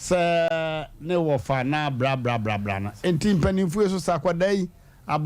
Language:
Akan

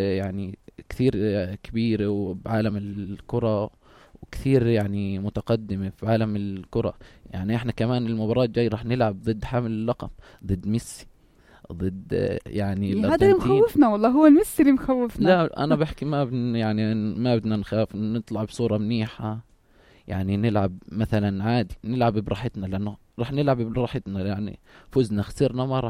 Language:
North Levantine Arabic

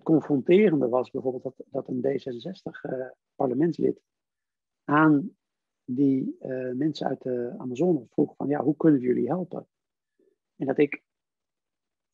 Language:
Dutch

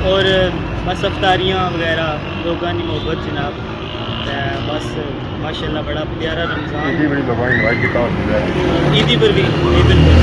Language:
Pahari-Potwari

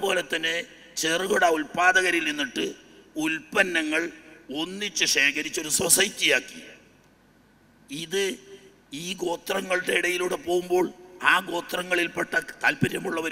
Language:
Malayalam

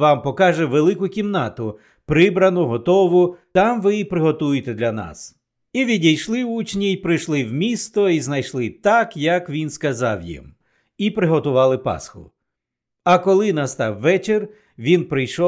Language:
Ukrainian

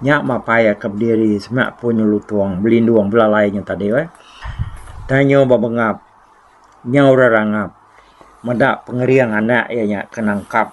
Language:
Iban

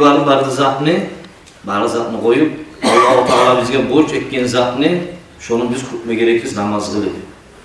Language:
Kumyk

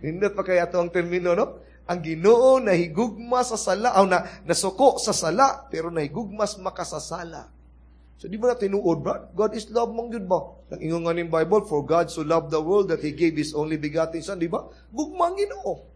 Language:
Cebuano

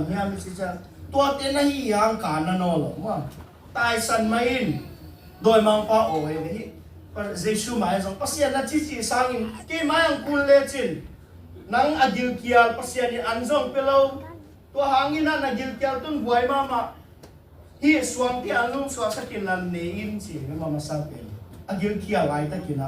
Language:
Tedim Chin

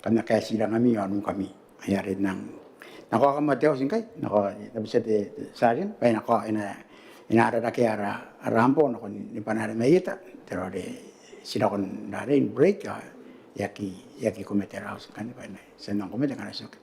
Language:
Gilbertese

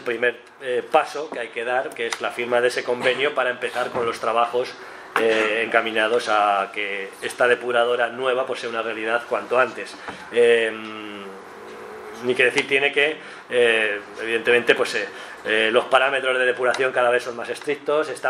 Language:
Spanish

